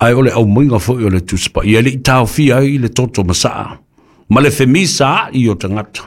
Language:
Samoan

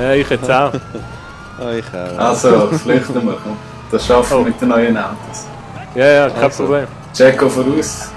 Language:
Swiss German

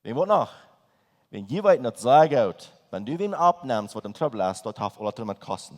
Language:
Plautdietsch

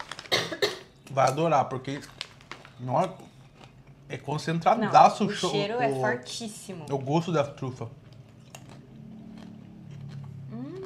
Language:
Portuguese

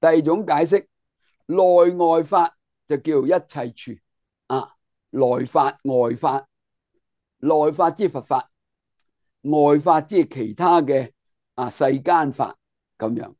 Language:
Cantonese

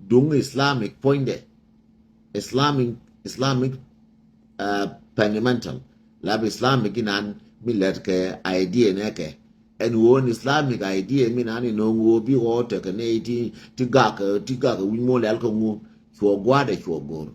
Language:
Nuer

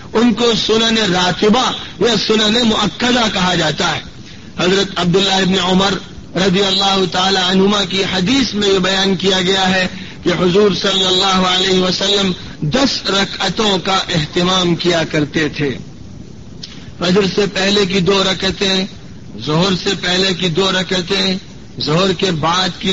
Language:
Urdu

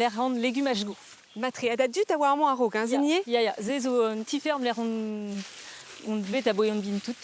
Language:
Breton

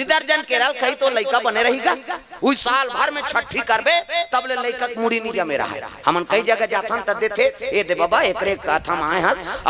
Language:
Chhattisgarhi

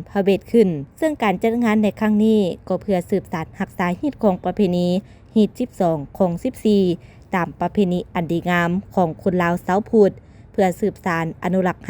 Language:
Lao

